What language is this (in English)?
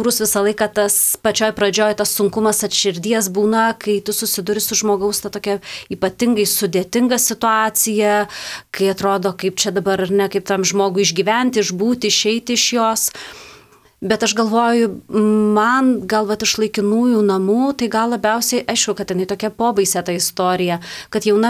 Lithuanian